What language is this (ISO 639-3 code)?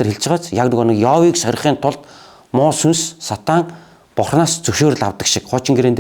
mon